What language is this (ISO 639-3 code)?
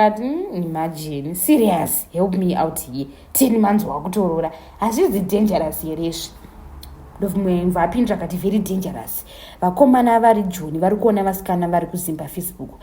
sna